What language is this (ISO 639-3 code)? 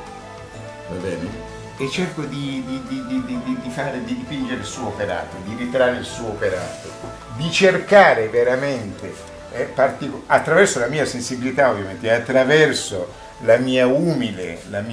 ita